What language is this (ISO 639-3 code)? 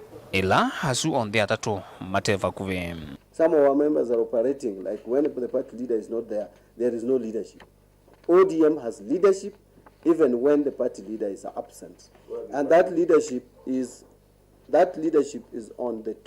kam